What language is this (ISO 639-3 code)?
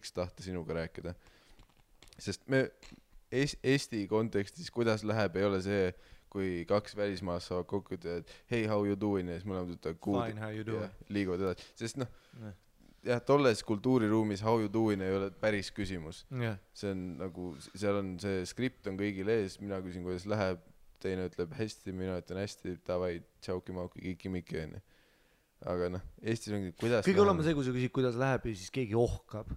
est